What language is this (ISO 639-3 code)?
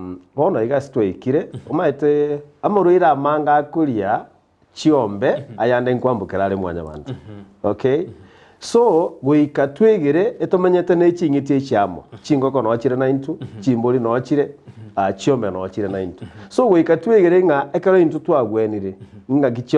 guz